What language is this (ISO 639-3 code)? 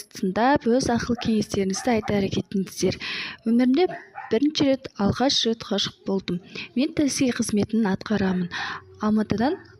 kaz